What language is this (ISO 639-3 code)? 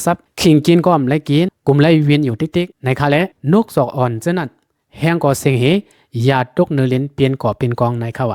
lao